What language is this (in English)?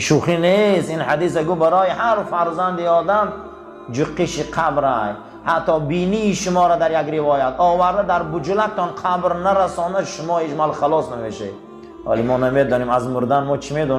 Tajik